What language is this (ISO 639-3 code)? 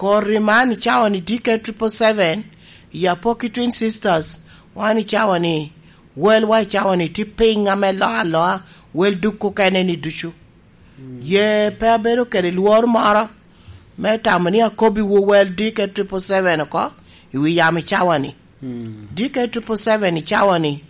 laj